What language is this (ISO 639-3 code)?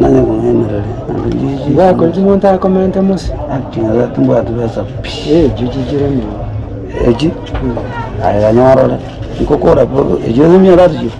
guz